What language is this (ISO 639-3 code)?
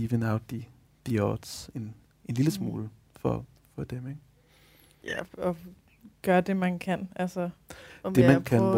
dan